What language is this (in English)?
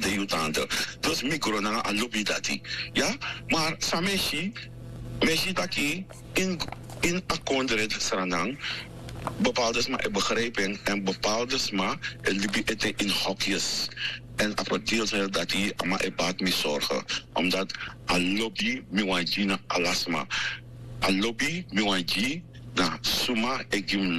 Sranan Tongo